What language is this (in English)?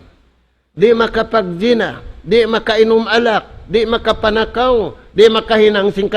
Tausug